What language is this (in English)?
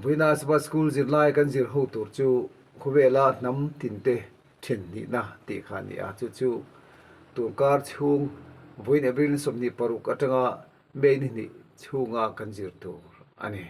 Mizo